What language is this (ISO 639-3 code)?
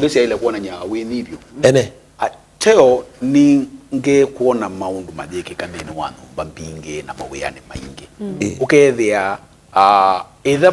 kam